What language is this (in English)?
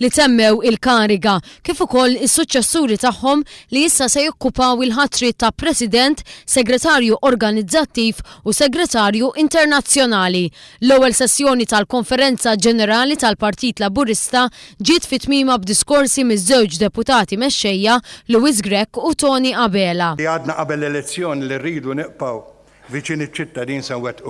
Maltese